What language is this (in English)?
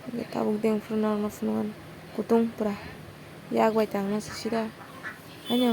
Kok Borok